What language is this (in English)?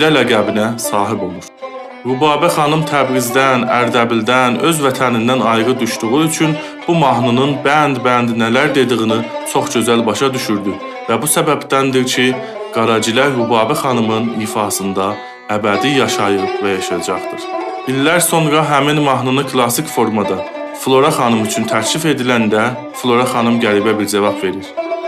South Azerbaijani